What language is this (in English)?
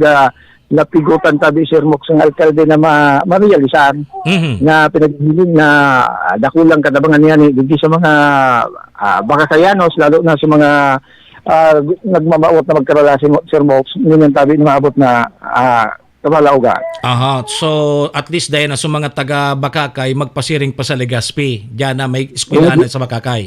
Bikol